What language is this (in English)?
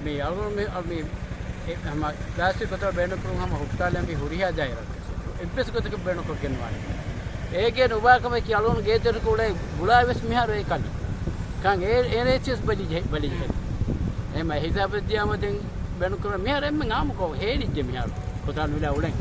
Divehi